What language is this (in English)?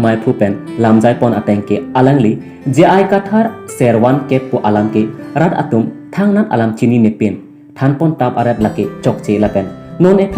Karbi